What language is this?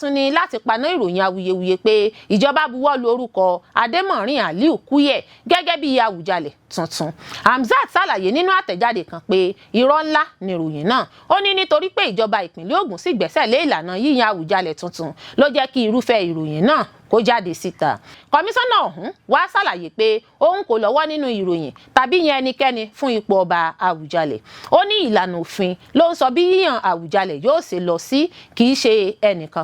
Yoruba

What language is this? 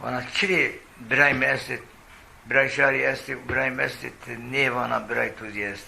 Zaza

